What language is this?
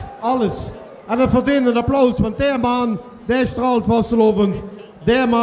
Limburgish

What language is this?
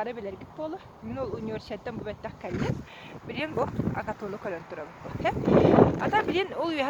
Yakut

